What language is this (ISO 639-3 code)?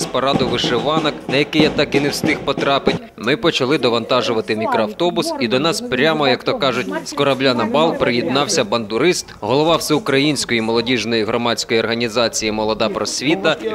ukr